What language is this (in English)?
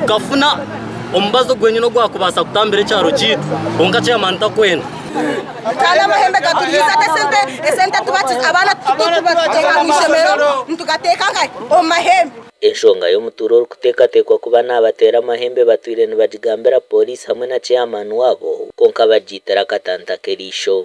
Nyankole